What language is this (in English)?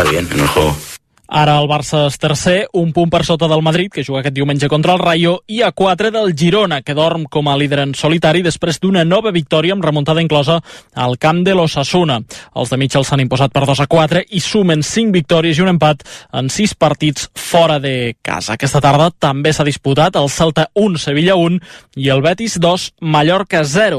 Catalan